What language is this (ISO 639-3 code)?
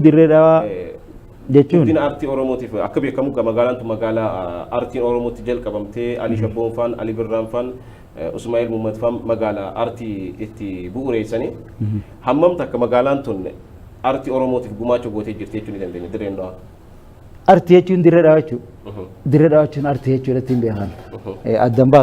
orm